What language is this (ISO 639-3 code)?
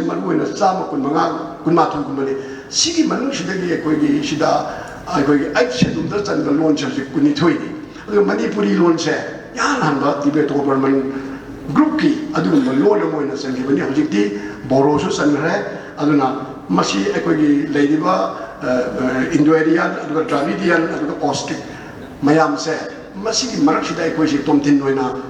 mni